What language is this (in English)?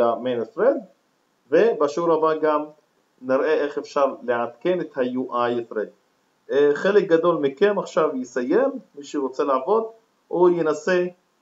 Hebrew